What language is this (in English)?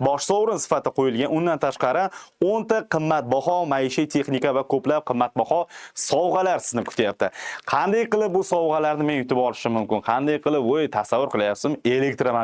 Uzbek